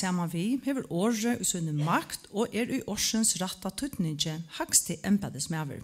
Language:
Faroese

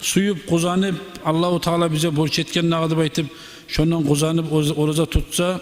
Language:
Kumyk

